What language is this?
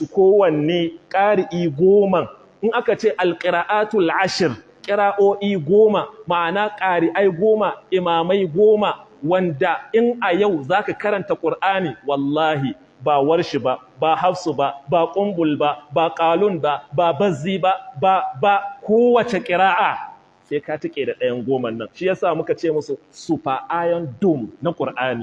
Hausa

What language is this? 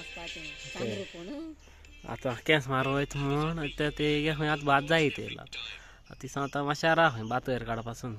Konkani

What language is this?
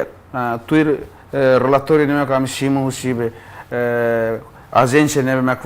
Tetum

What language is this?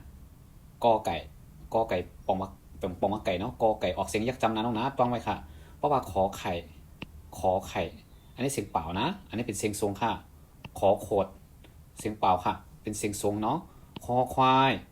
Shan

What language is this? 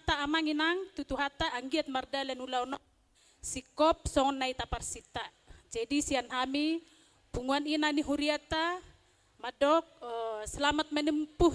Batak Toba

